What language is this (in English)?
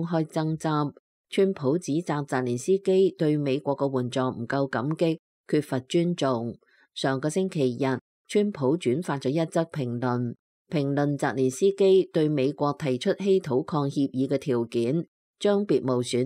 Cantonese